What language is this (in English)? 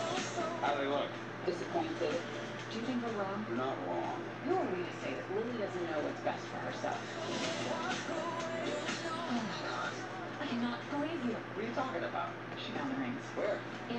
English